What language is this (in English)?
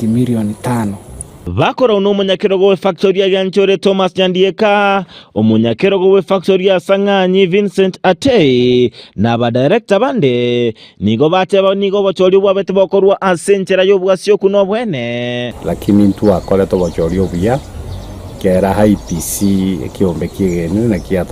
Gusii